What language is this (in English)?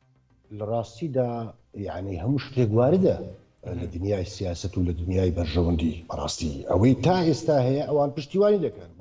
Central Kurdish